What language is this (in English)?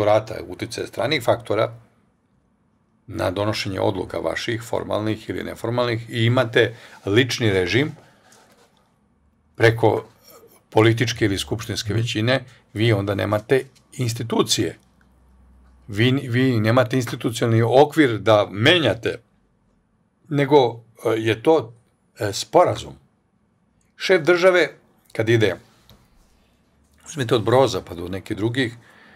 Serbian